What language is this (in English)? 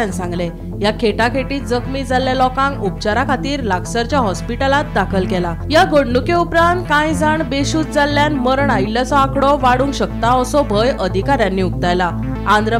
Konkani